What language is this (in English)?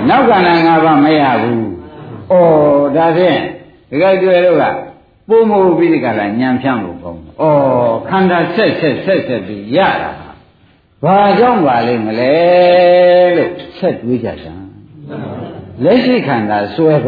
Burmese